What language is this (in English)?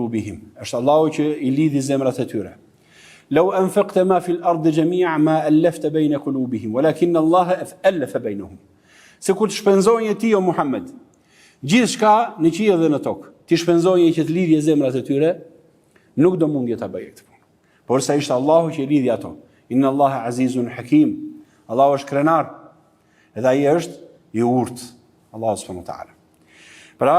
Albanian